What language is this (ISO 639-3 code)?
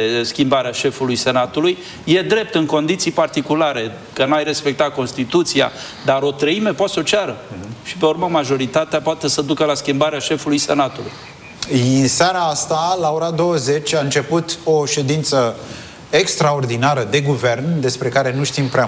ron